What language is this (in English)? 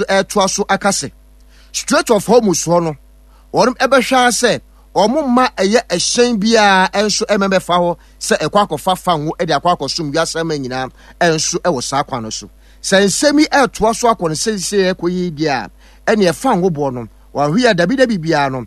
Akan